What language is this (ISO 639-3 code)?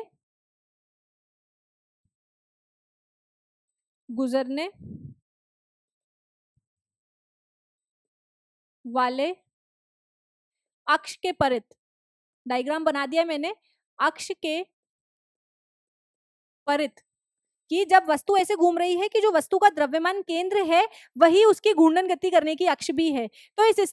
hin